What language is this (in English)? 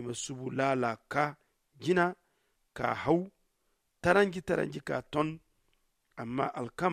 Zarma